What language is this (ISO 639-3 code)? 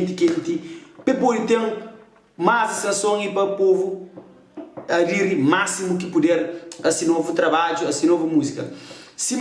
kea